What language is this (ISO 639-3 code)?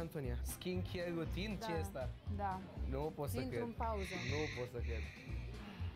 ron